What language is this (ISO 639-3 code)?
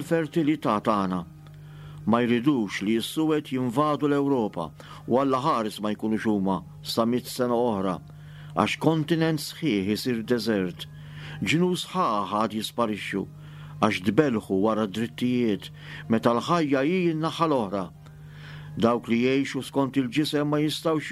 mlt